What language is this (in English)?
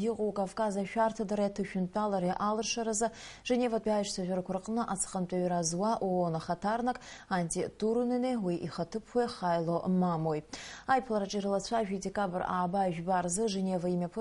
Abkhazian